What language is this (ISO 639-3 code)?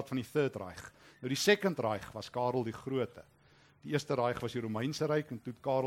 afr